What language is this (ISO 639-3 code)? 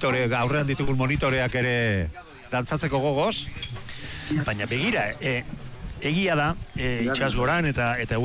eus